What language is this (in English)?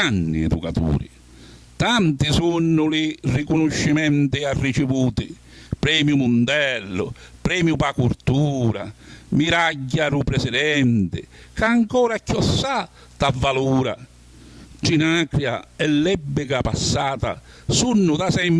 Sicilian